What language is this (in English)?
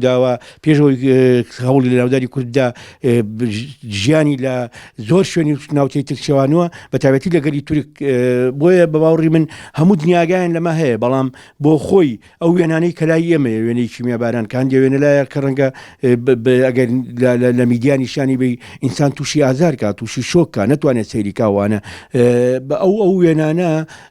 Central Kurdish